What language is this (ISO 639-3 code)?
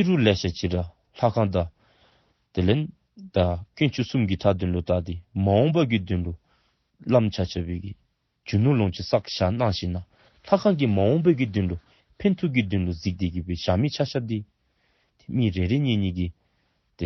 dzo